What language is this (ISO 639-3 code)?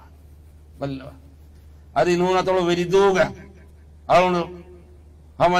div